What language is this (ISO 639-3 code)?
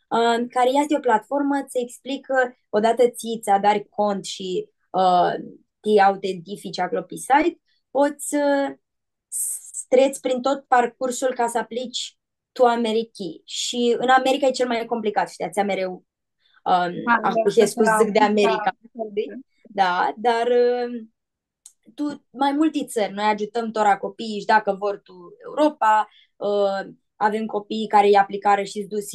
rup